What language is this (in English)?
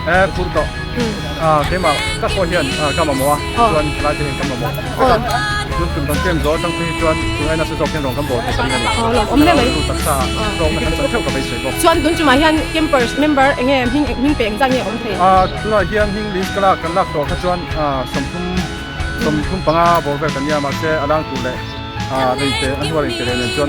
Mizo